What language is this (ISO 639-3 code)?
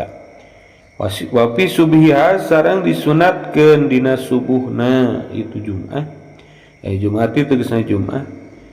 sun